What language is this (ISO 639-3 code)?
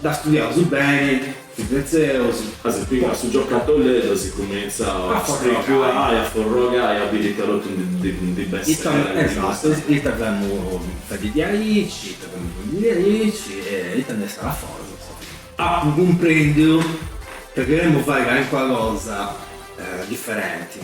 srd